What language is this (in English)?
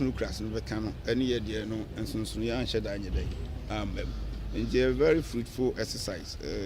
Akan